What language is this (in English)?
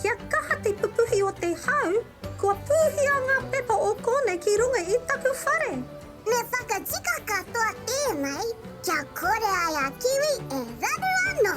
Māori